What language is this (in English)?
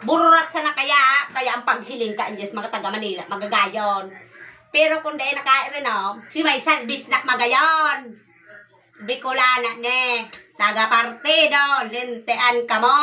Bikol